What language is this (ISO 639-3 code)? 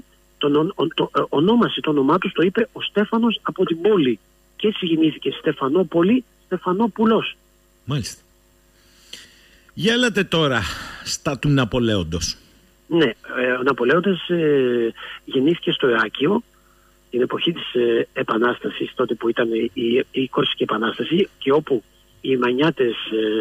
ell